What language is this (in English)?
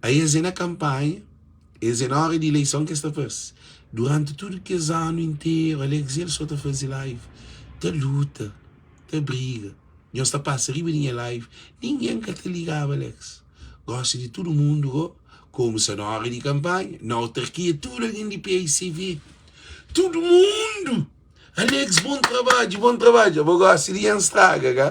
Kabuverdianu